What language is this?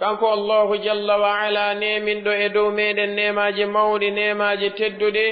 Pular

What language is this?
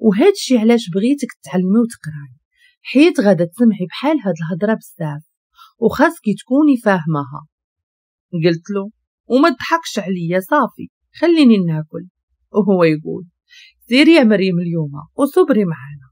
Moroccan Arabic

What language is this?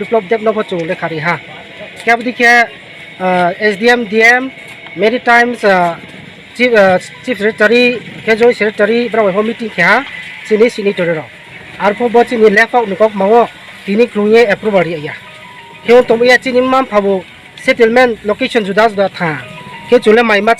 Riang (India)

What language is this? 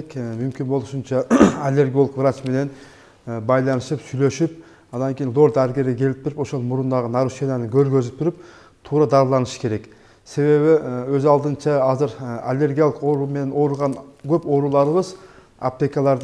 Kyrgyz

